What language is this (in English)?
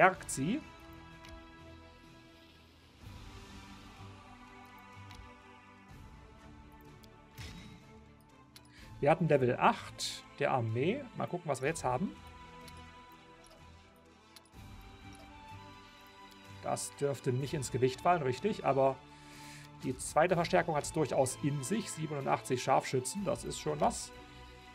German